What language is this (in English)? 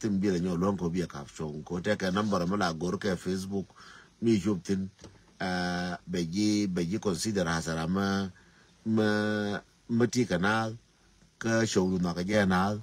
Nuer